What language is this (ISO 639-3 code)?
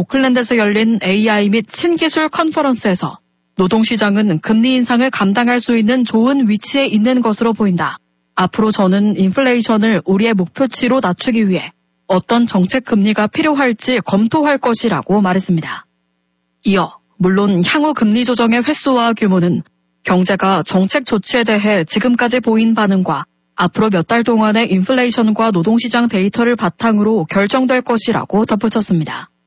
kor